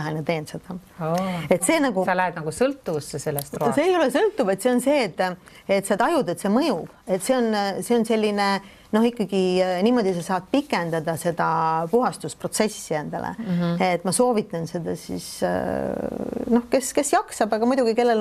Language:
Estonian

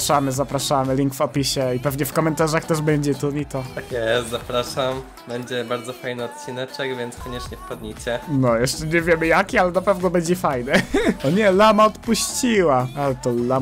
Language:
Polish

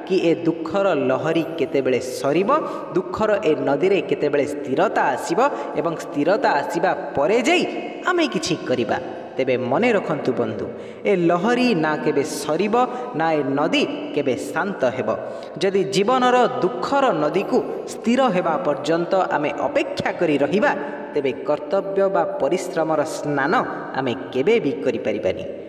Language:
Odia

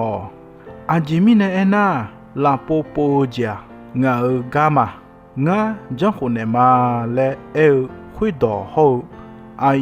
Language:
Akha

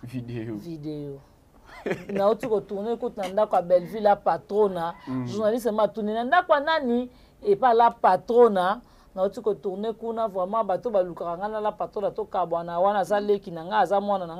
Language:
Lingala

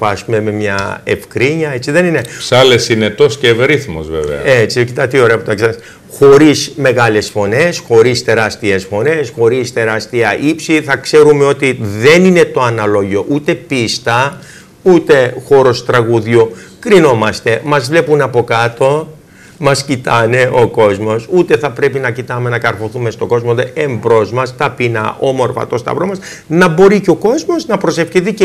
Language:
Greek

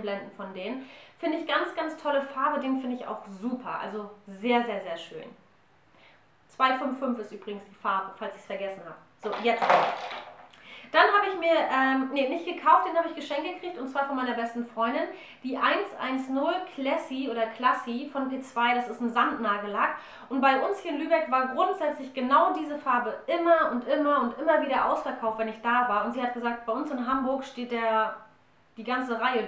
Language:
German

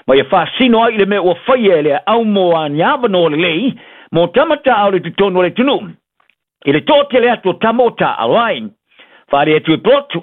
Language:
Samoan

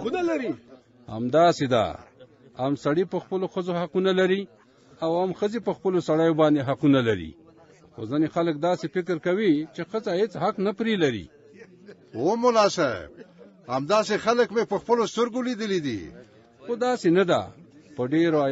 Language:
Pashto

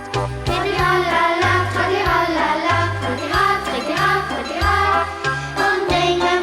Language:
Luxembourgish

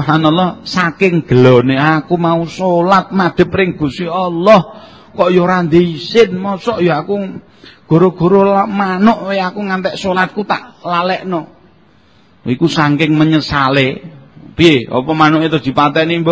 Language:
Javanese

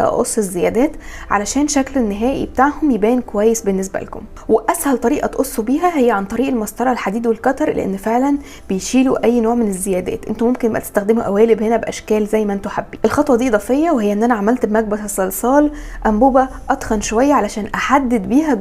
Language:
Egyptian Arabic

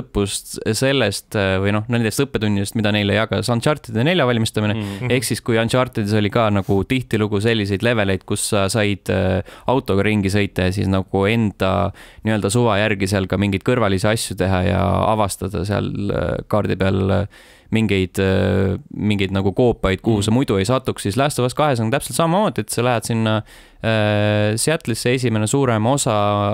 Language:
Estonian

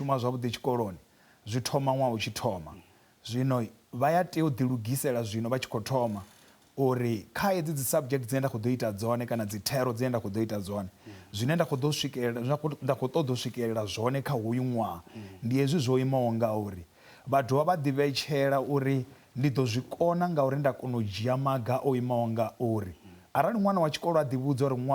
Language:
Venda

